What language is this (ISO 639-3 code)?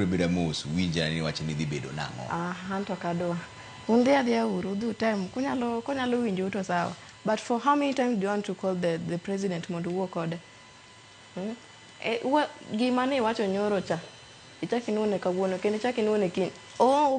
luo